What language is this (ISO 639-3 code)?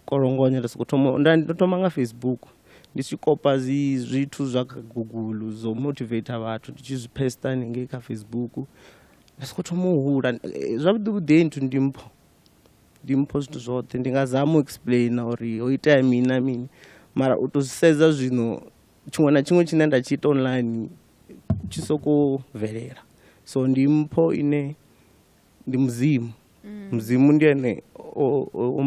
ven